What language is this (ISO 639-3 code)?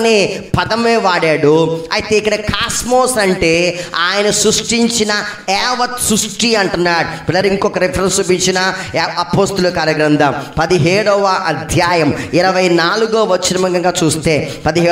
tel